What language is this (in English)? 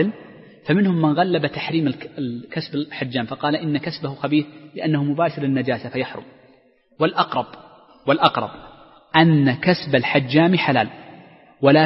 Arabic